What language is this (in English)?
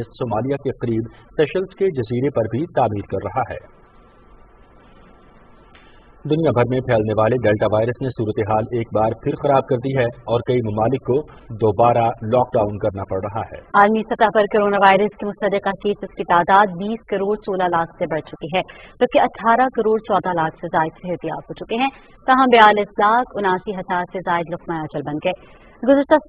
Urdu